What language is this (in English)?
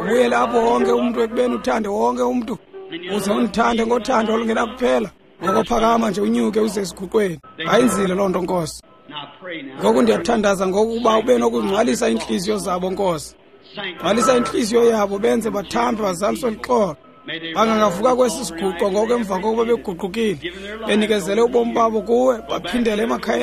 Xhosa